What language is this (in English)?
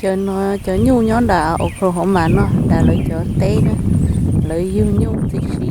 Hmong